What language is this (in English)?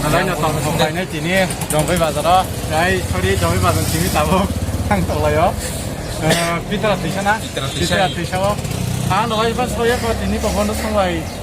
Kok Borok